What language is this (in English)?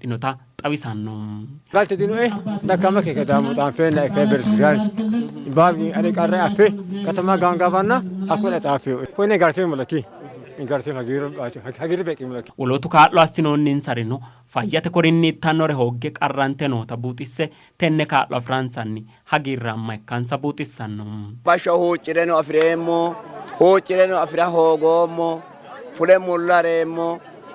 Sidamo